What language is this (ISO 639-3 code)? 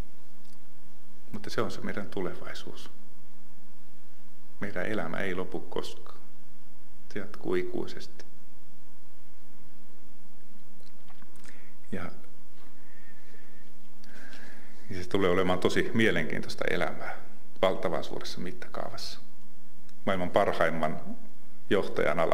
fin